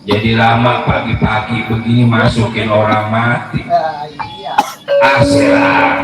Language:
Betawi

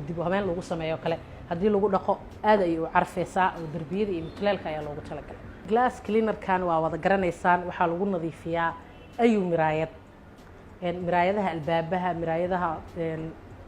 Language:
Somali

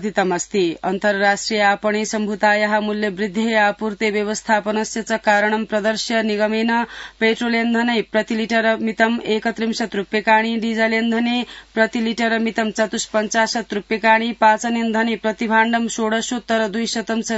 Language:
Sanskrit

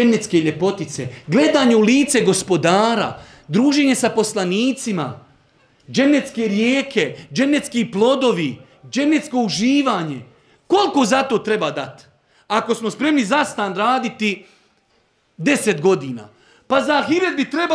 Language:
Bosnian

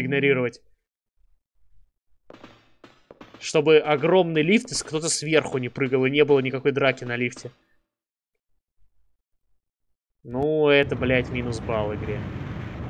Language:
Russian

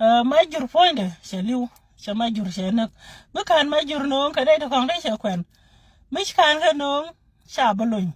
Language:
Nuer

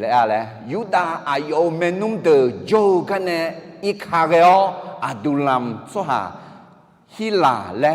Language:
Akha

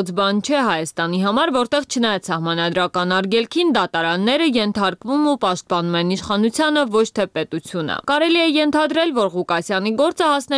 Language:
Armenian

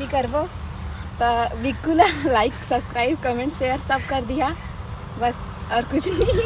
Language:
Chhattisgarhi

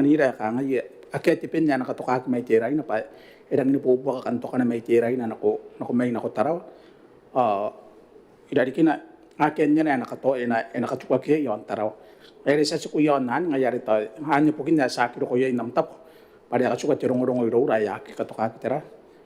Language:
Gilbertese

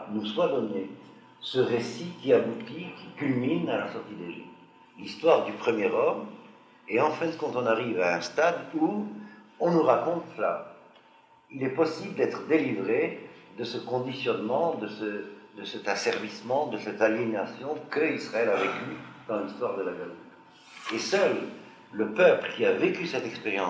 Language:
French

